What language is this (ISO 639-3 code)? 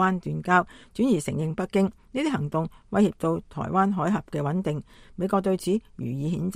yue